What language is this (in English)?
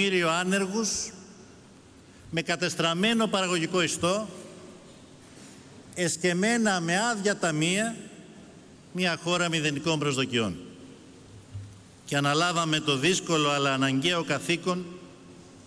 Greek